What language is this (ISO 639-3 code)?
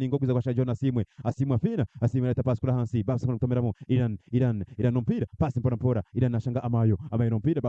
nyn